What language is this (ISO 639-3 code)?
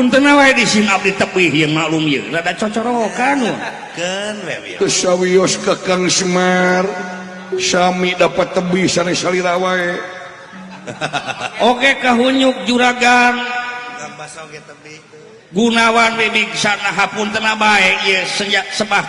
sun